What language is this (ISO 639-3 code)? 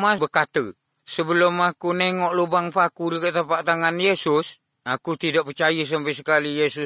msa